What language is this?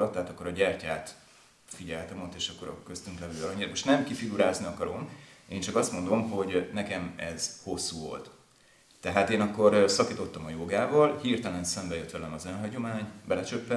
Hungarian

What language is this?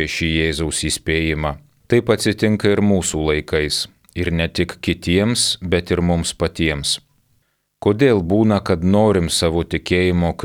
Lithuanian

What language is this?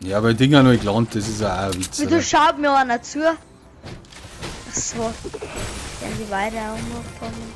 Bavarian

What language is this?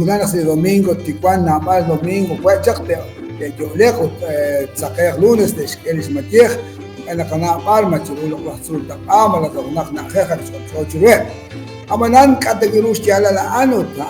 Kekchí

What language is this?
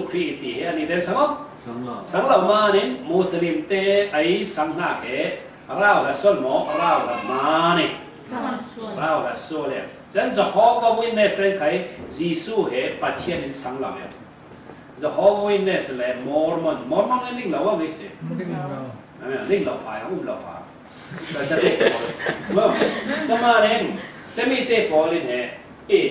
Falam Chin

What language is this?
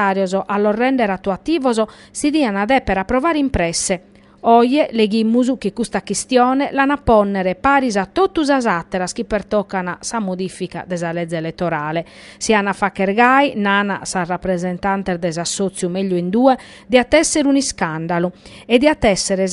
Sardinian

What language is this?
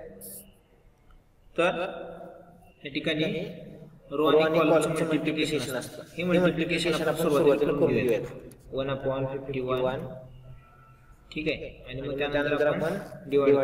Marathi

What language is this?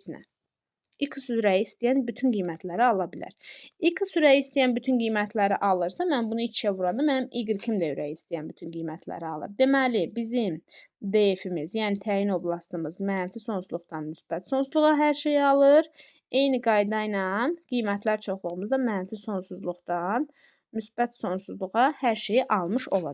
Azerbaijani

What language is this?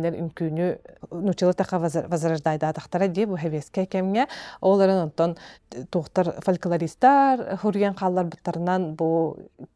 Yakut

